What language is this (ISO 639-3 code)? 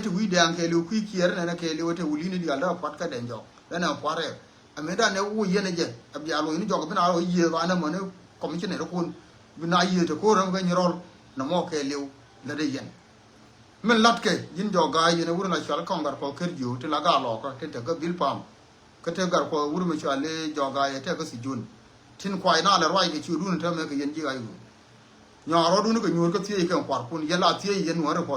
nus